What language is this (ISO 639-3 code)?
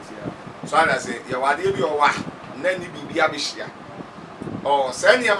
aka